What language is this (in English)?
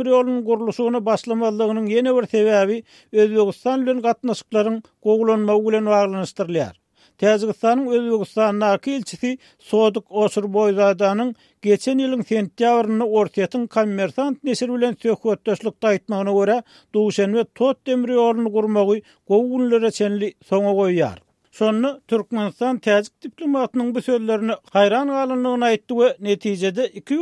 Turkmen